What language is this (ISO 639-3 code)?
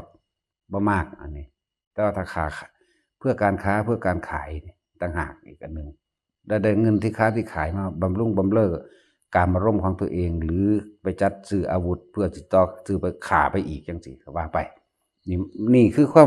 tts